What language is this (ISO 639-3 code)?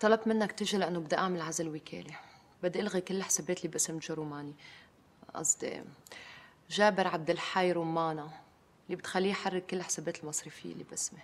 apc